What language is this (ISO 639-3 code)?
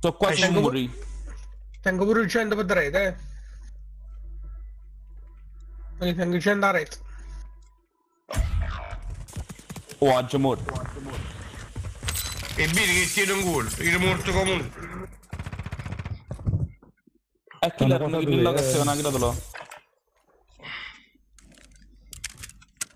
ita